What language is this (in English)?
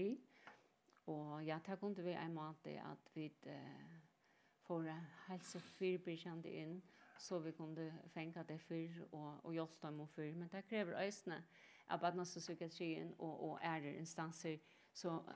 Faroese